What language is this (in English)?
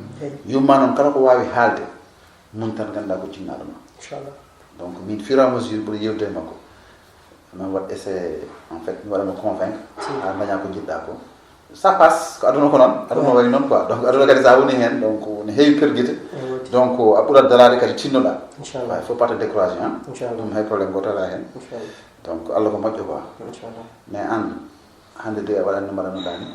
Fula